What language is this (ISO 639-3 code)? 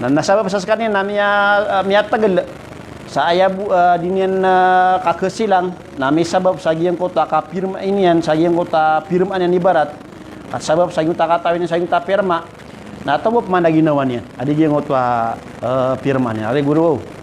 mrw